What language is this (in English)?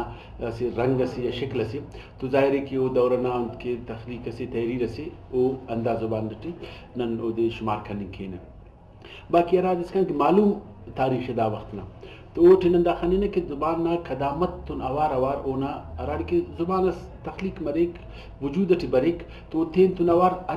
Brahui